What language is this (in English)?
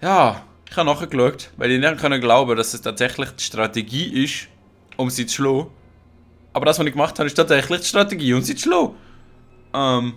Swiss German